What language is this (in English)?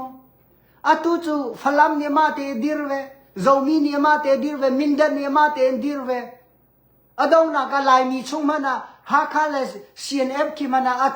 Hakha Chin